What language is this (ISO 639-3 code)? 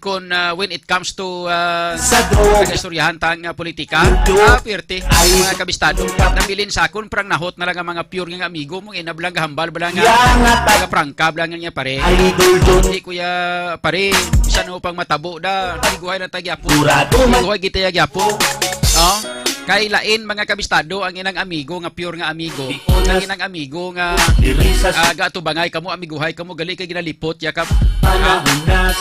hil